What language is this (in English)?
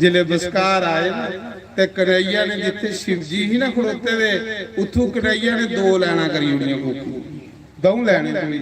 Dogri